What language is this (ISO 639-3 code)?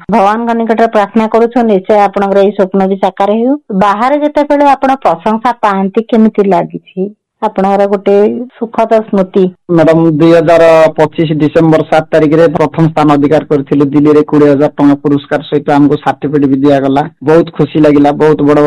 ori